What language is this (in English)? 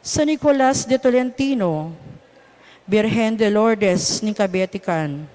Pampanga